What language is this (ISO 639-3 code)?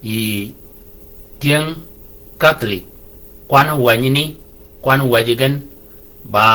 shk